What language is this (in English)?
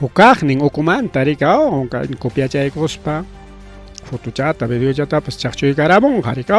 Ayacucho Quechua